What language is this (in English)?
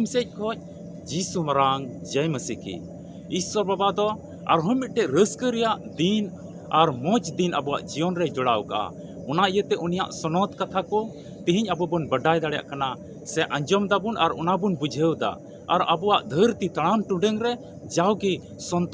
Santali